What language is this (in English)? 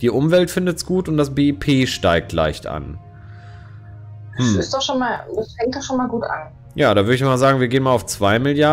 German